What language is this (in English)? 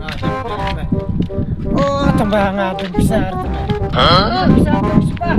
Khasi